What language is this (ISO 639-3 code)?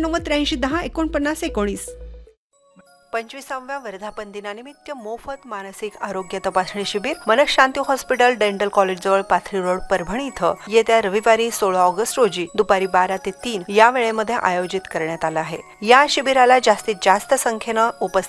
mar